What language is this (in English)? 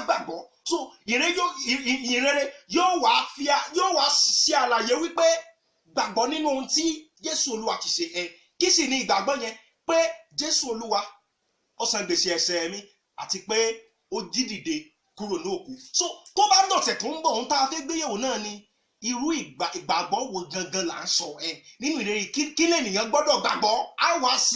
Yoruba